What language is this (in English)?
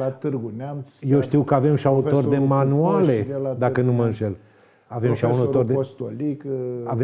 Romanian